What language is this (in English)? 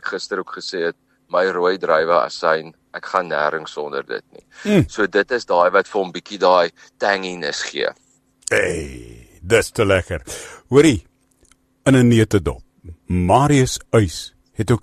Afrikaans